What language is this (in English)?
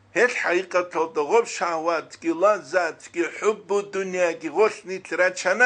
Avaric